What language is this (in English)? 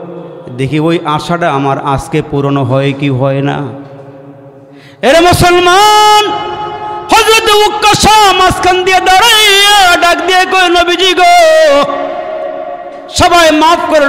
Bangla